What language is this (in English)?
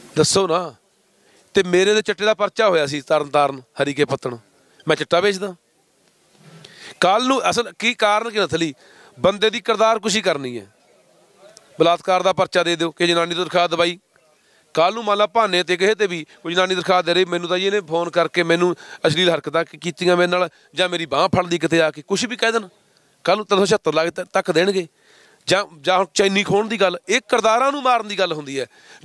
Punjabi